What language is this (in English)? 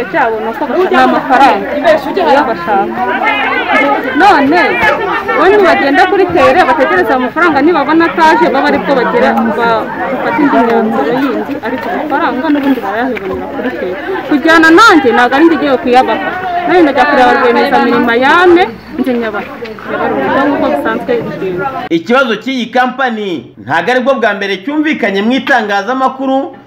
Kinyarwanda